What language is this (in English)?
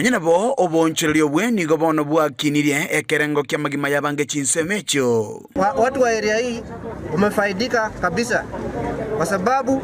Gusii